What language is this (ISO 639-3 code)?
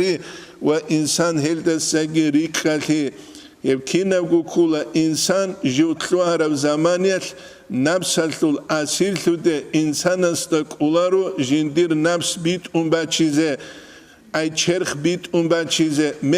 ava